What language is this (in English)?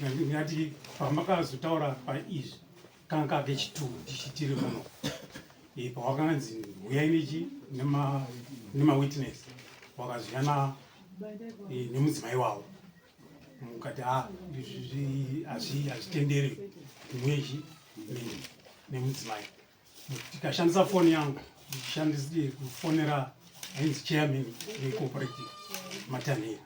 Shona